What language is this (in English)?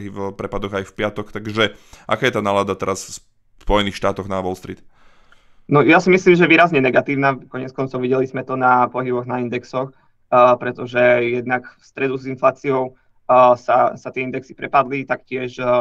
Slovak